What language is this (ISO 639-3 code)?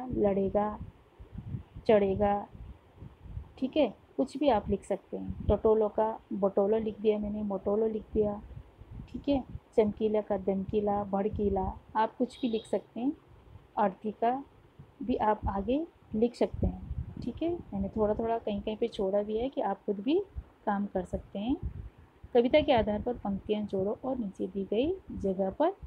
hin